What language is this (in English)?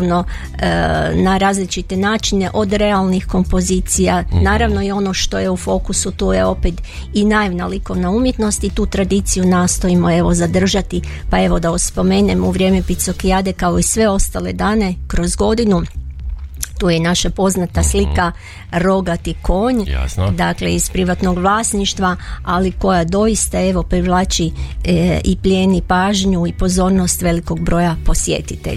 Croatian